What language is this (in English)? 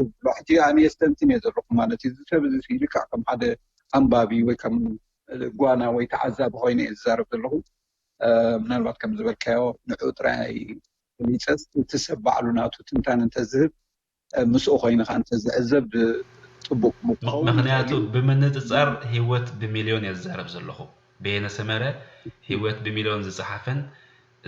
Tigrinya